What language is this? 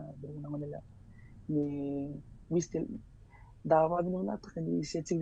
Fijian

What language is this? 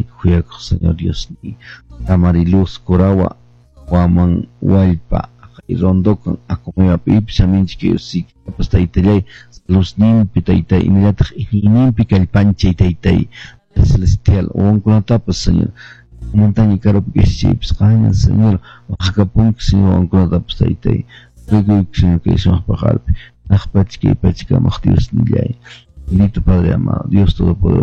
Quechua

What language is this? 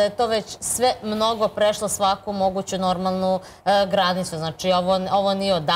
Serbian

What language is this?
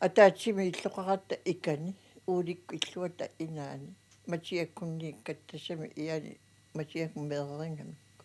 Kalaallisut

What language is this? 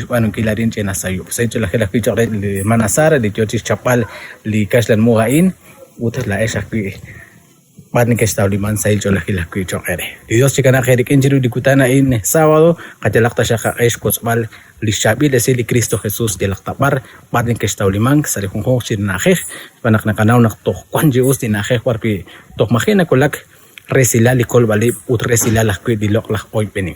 Kekchí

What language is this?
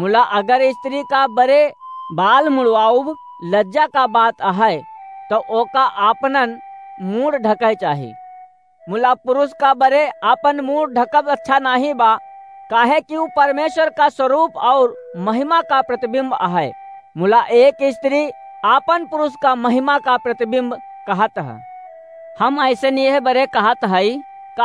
Awadhi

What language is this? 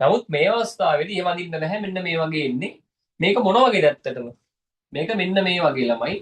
Sinhala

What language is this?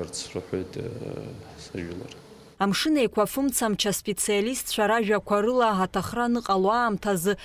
Abkhazian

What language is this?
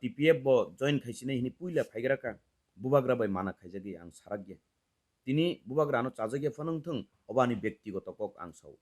Kok Borok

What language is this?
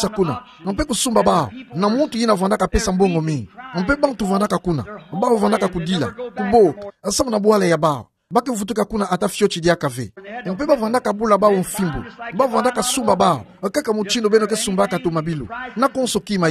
Kituba (Democratic Republic of Congo)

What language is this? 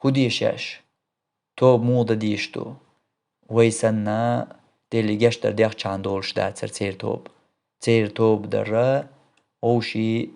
Chechen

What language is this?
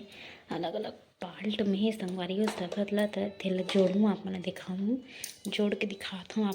Chhattisgarhi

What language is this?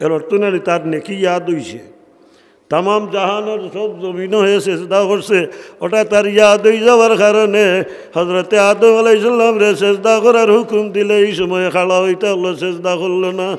Sylheti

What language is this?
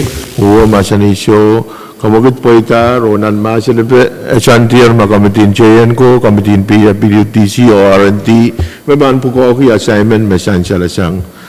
Pohnpeian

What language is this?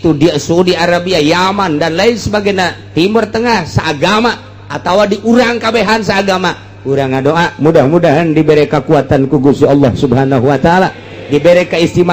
Sundanese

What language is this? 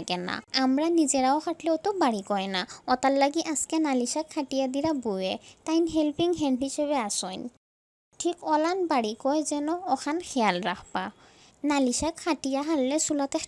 Sylheti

